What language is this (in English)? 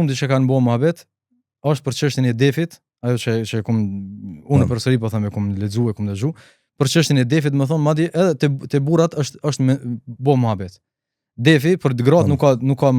Albanian